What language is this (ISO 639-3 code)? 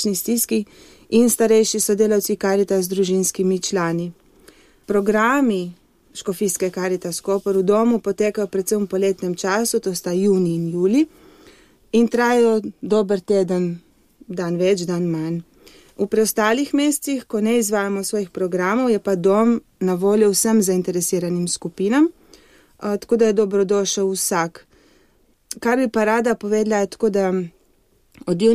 slv